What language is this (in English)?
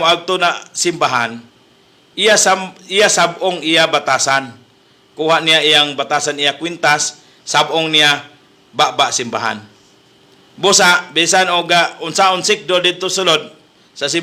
Cebuano